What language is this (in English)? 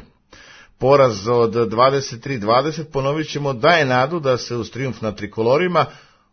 Serbian